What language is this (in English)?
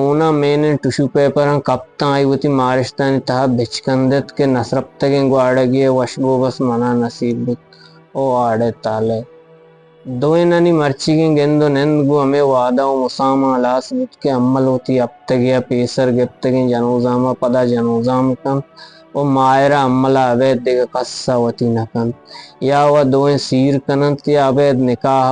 Eastern Balochi